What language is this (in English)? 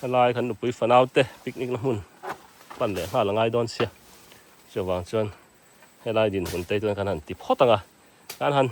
Mizo